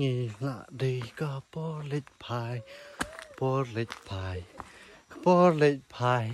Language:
Khasi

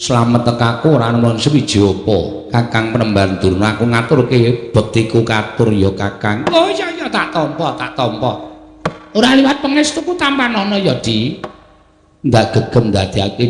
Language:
Javanese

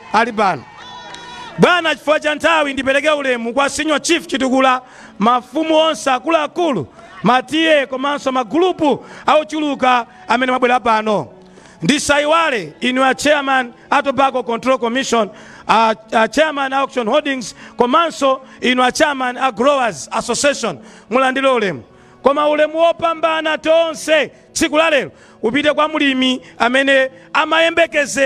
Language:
Nyanja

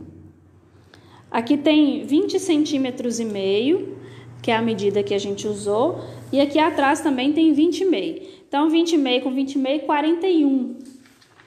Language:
Portuguese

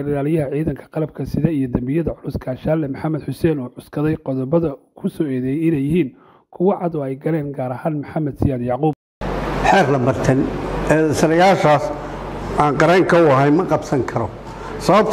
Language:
Somali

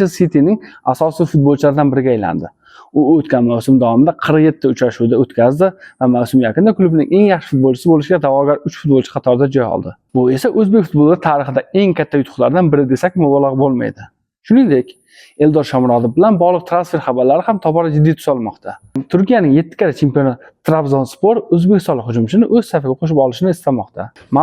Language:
Uzbek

